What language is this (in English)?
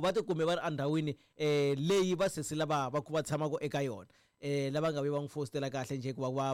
Tsonga